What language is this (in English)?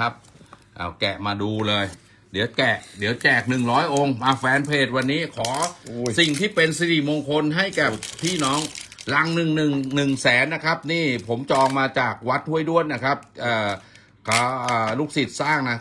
Thai